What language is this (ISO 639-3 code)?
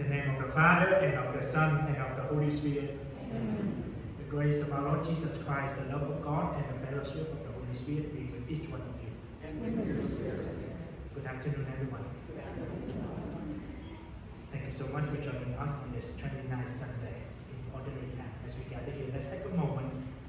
eng